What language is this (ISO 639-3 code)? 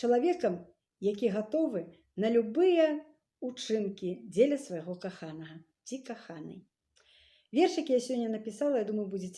bel